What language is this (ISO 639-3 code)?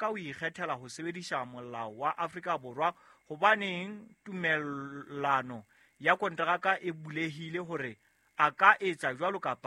sot